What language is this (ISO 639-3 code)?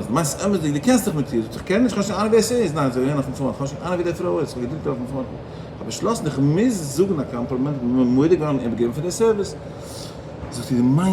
yid